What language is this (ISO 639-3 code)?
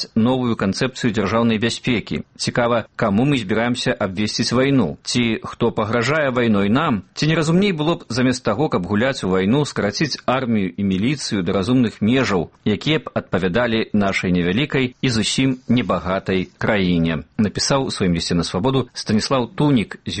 bel